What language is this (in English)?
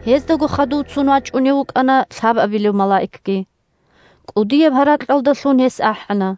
Avaric